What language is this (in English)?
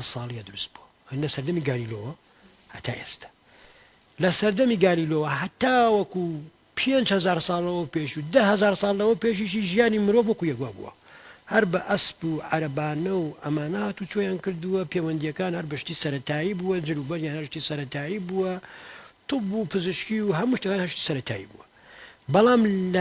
Central Kurdish